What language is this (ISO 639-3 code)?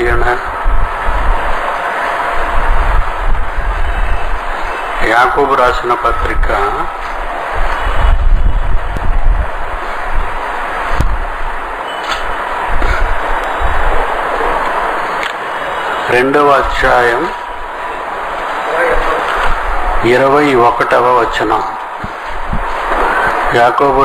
tel